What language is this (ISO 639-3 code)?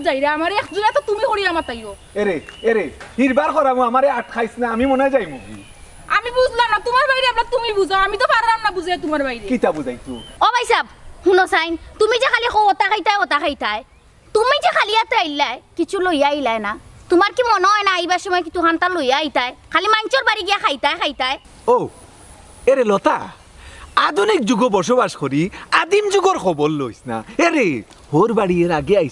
syl